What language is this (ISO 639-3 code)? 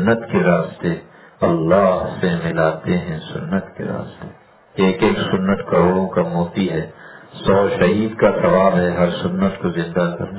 urd